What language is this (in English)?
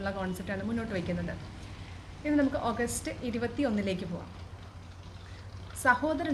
Malayalam